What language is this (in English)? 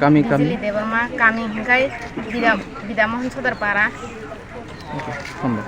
Kok Borok